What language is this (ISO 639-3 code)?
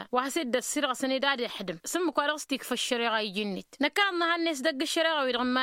taq